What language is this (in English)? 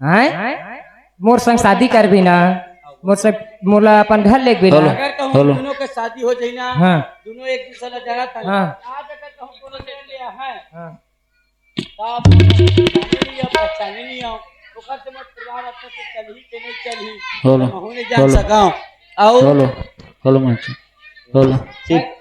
Chhattisgarhi